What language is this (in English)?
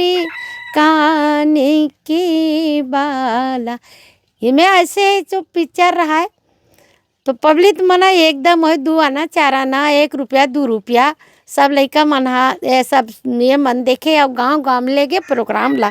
Chhattisgarhi